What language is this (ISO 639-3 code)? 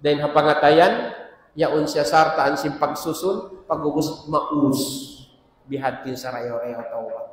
tsg